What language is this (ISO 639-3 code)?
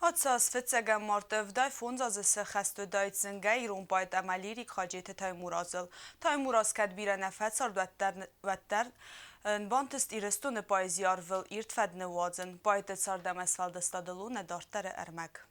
oss